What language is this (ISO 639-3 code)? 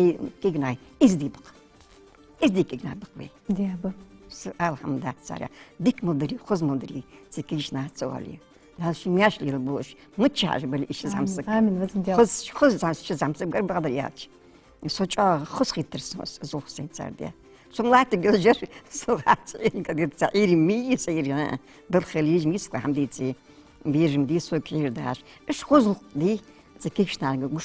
inh